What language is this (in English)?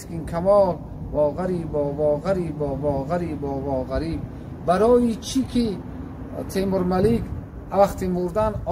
Tajik